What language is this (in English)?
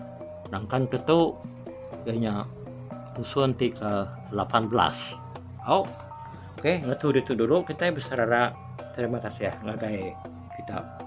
Iban